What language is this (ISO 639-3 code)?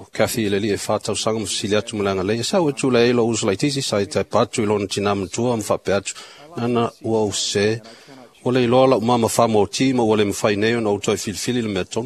smo